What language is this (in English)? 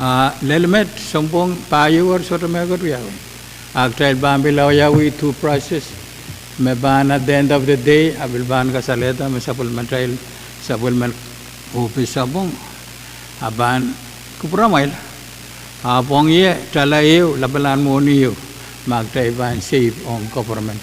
Pohnpeian